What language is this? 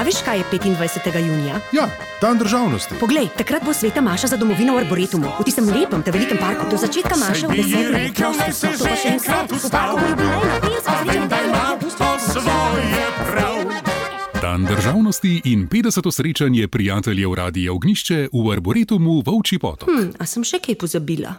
Slovenian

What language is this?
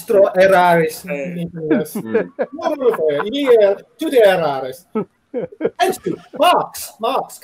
Esperanto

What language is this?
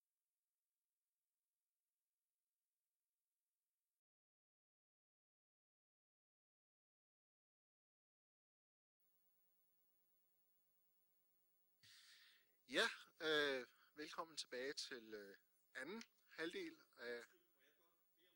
Danish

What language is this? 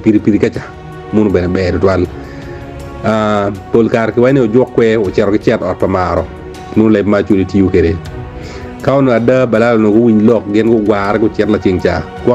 Acoli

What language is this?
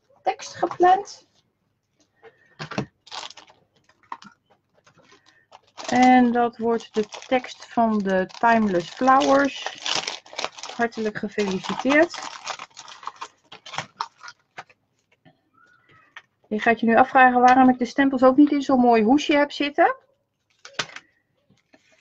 Dutch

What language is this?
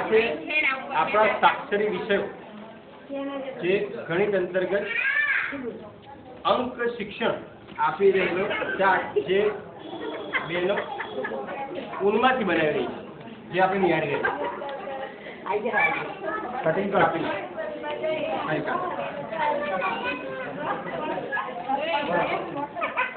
Gujarati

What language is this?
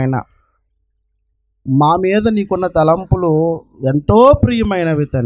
Telugu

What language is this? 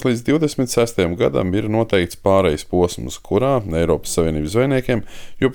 Latvian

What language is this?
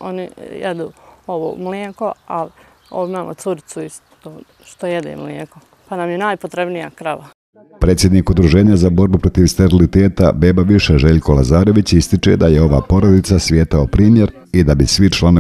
Bosnian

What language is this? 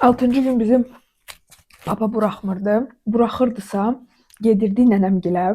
Azerbaijani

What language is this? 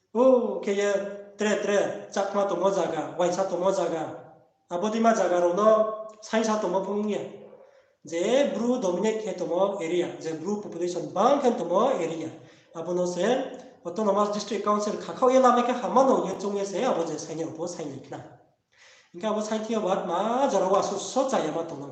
Riang (India)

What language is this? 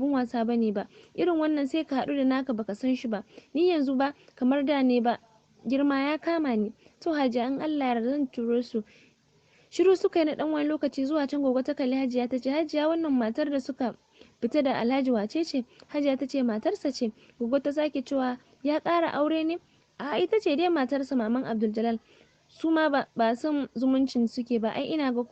Hausa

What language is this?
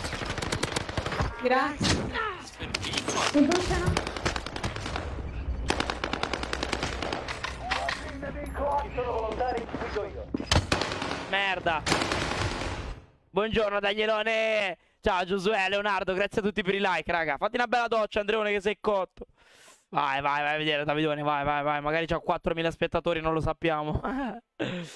Italian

